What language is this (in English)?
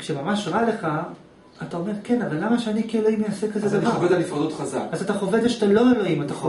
Hebrew